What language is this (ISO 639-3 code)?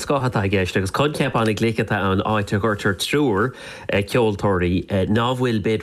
gle